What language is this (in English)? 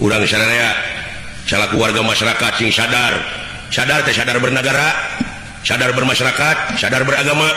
Sundanese